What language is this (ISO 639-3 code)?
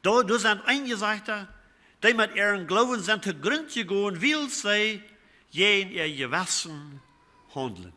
pdt